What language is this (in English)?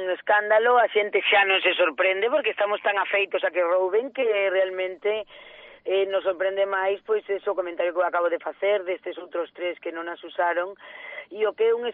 Galician